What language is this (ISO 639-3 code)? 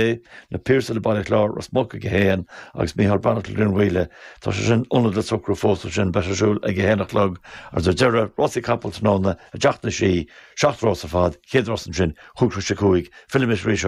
gle